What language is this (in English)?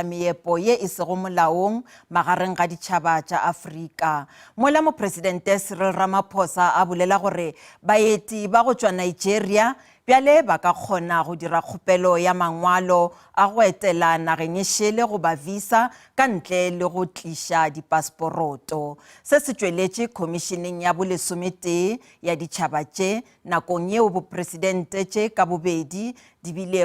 Northern Sotho